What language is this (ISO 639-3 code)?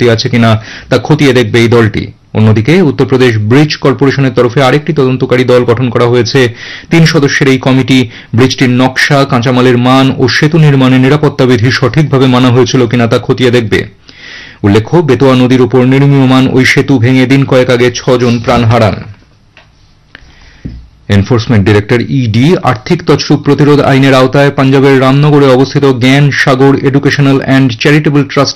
ben